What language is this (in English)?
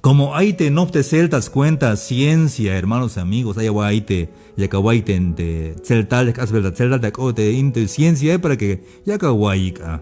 Tzeltal